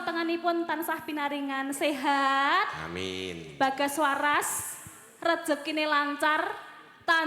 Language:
Javanese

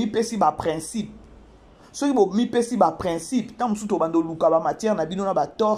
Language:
Lingala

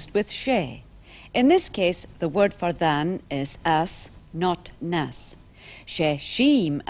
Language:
Scottish Gaelic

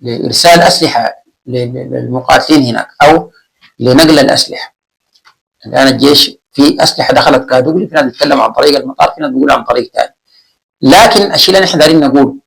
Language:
Sudanese Arabic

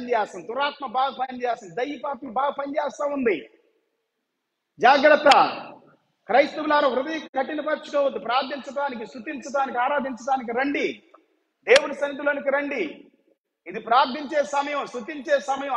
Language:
Telugu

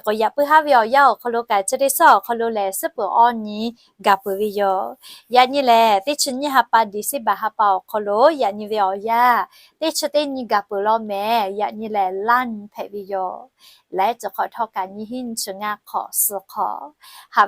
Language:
Lahu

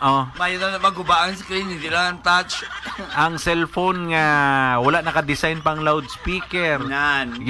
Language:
Hiligaynon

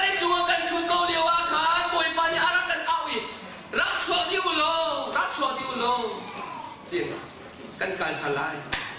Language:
Hakha Chin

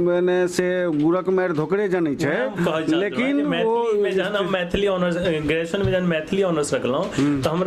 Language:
Maithili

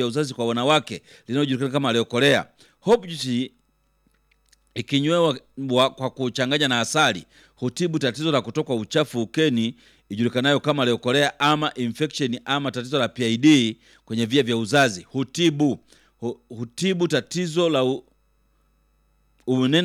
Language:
Swahili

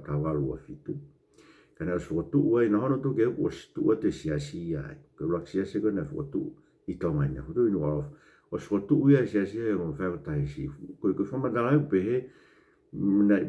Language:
Tongan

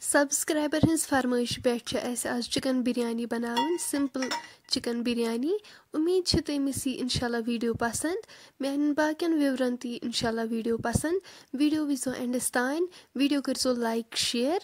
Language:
Kashmiri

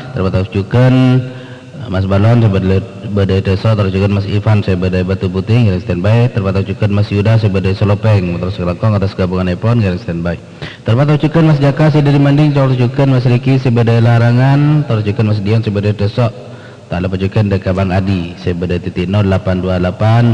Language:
Madurese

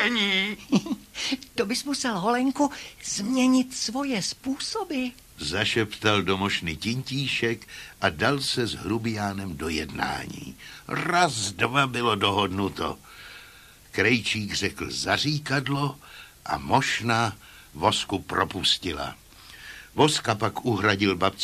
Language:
Czech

